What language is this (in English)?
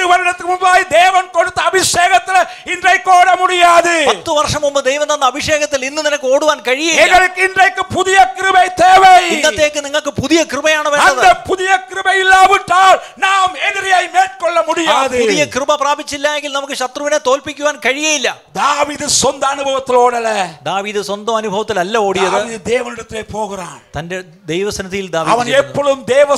Malayalam